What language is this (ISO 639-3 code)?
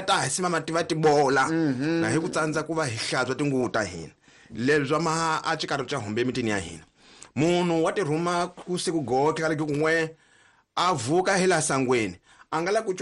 tso